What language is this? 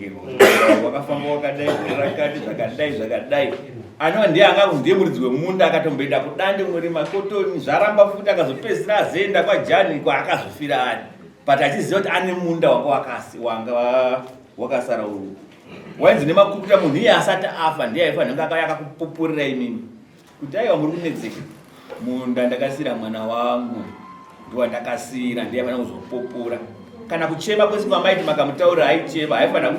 Shona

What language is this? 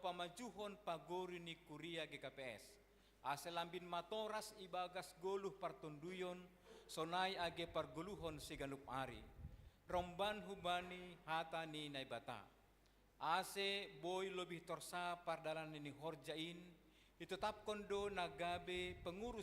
Batak Simalungun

